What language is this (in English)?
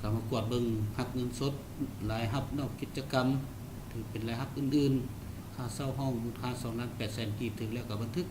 Lao